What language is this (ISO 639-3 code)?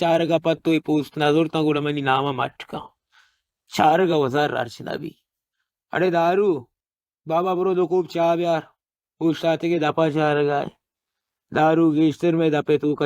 bal